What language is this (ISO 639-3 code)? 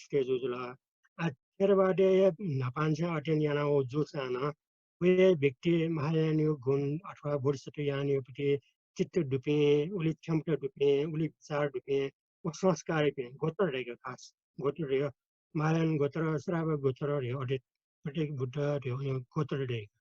new